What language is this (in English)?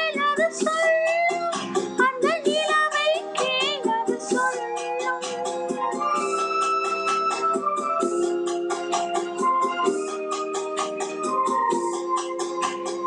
Tamil